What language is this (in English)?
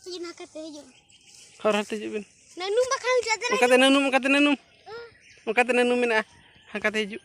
Santali